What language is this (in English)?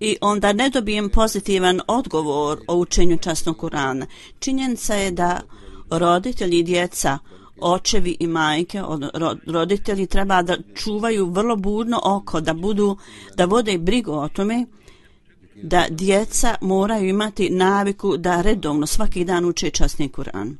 Bosnian